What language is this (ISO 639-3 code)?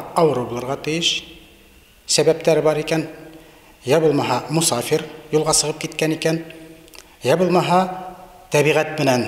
bak